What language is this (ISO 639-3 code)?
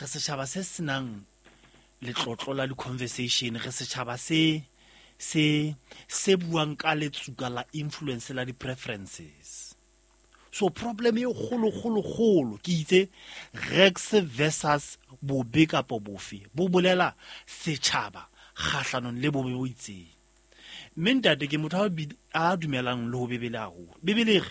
sot